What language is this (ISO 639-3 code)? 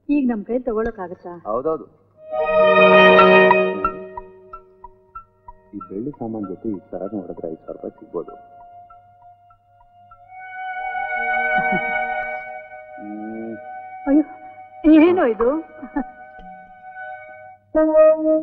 kan